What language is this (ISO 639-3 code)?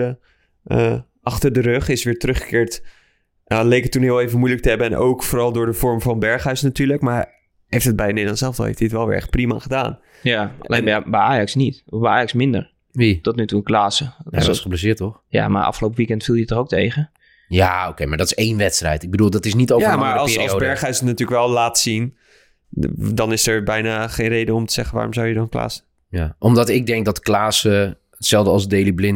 nld